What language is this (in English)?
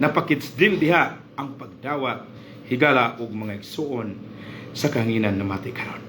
Cebuano